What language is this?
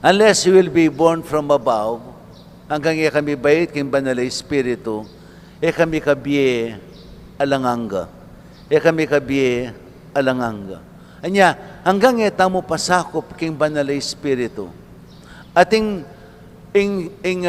Pampanga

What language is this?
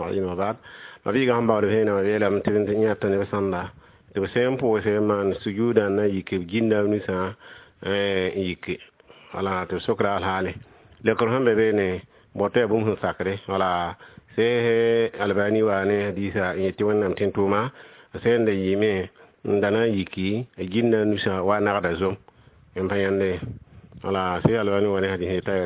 Mossi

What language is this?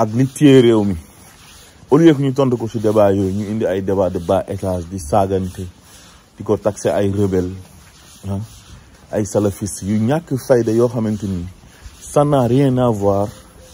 Wolof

